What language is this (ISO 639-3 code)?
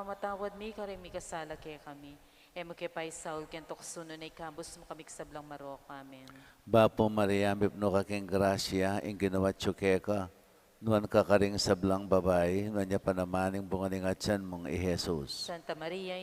pam